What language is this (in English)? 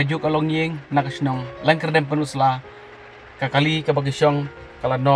Khasi